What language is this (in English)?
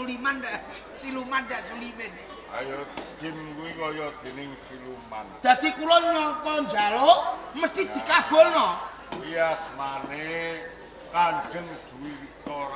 Javanese